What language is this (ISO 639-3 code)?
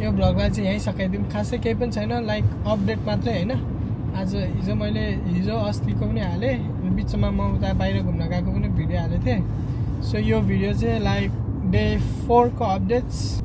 nep